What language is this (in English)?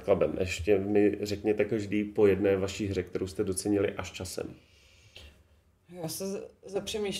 Czech